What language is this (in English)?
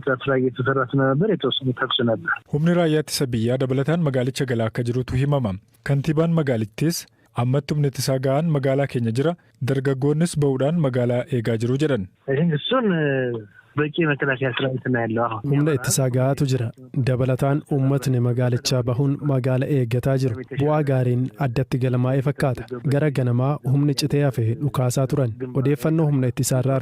Oromo